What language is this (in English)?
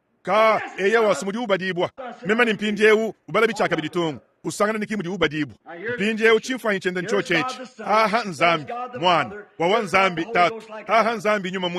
Luba-Lulua